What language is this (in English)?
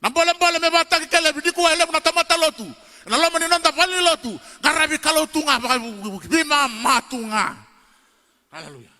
Fijian